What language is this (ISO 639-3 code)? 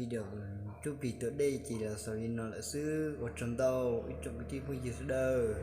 hmn